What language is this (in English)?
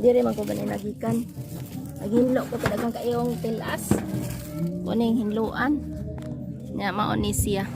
Cebuano